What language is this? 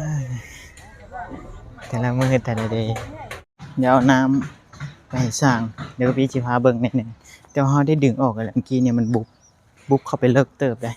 Lao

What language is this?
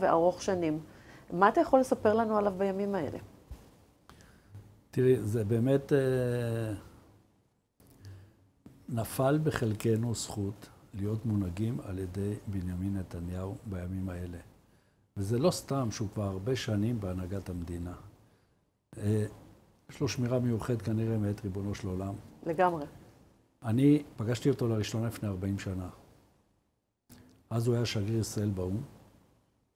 Hebrew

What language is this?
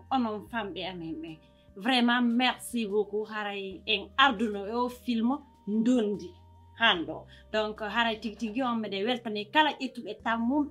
Fula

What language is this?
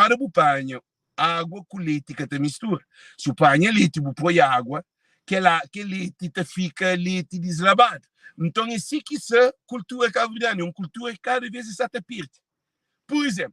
Kabuverdianu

